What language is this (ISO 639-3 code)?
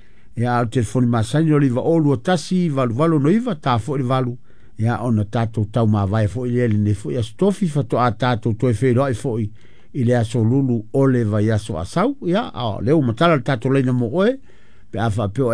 smo